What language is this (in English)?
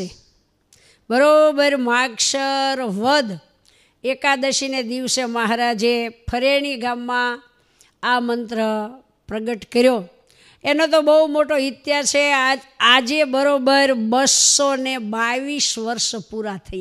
Gujarati